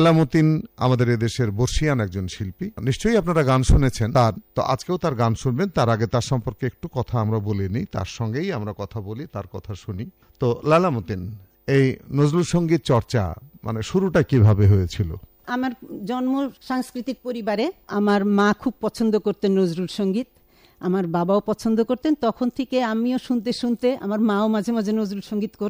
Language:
Bangla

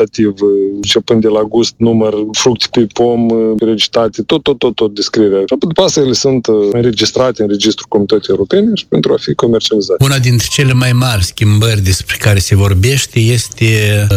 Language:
Romanian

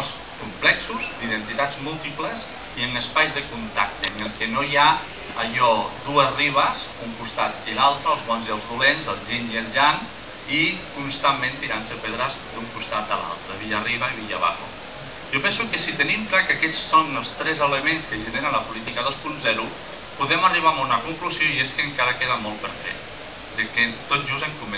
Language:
Catalan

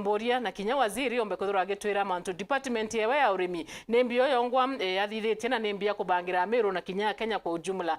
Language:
Meru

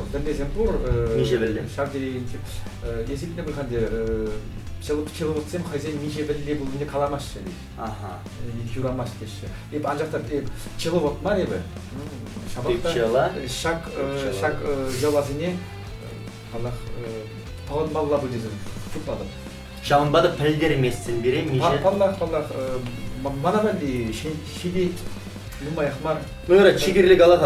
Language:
Chuvash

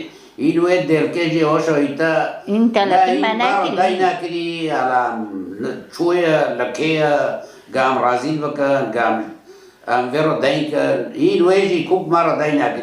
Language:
Kurdish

